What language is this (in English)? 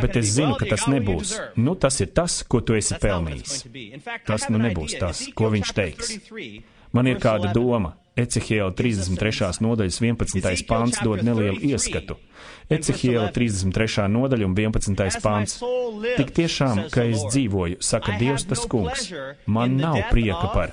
Latvian